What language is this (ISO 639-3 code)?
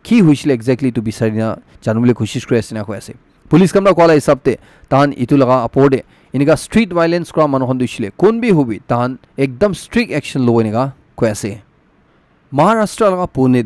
nag